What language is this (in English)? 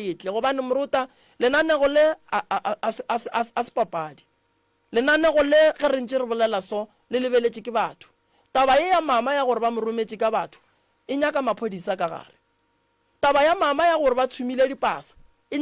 Northern Sotho